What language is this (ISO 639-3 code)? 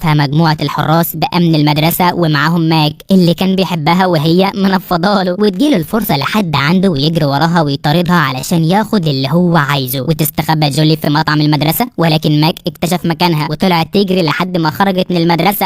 arz